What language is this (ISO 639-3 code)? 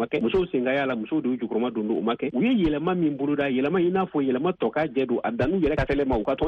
bam